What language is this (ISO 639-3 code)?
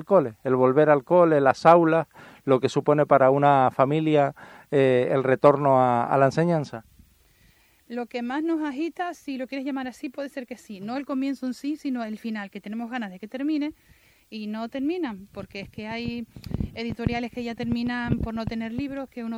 spa